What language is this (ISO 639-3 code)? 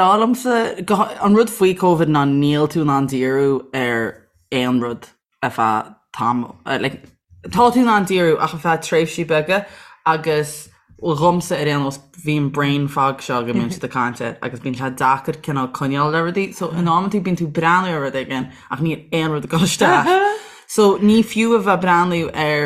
gle